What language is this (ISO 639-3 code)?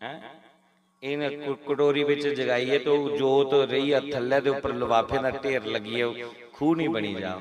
doi